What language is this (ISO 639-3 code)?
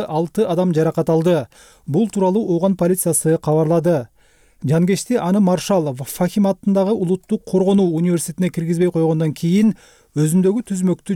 kir